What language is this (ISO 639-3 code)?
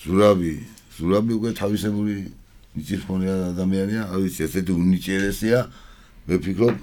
kat